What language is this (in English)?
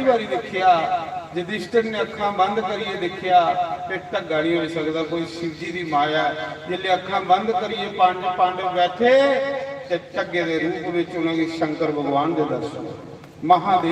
Dogri